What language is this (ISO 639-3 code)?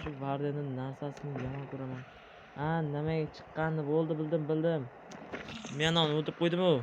uzb